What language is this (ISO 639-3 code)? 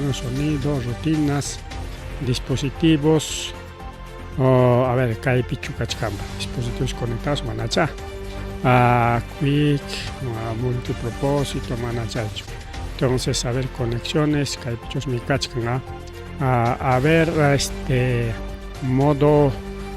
quy